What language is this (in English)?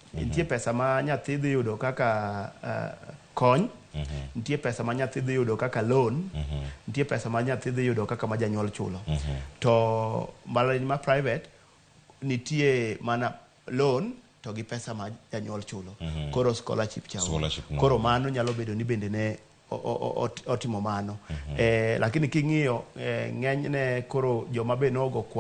Luo (Kenya and Tanzania)